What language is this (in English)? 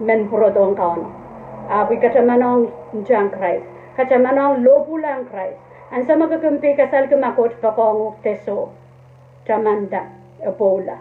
Pohnpeian